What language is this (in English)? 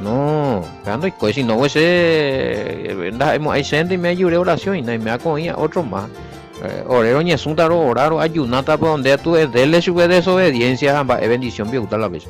Guarani